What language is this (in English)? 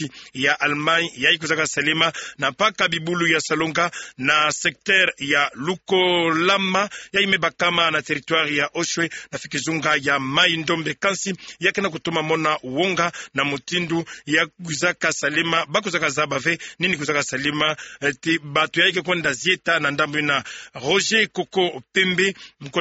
Kituba (Democratic Republic of Congo)